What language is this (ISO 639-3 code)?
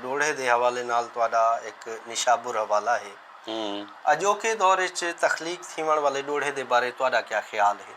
skr